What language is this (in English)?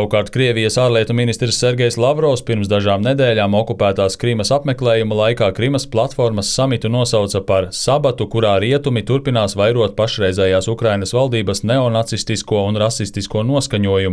Latvian